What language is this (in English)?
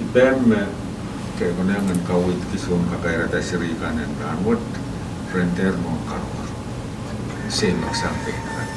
Pohnpeian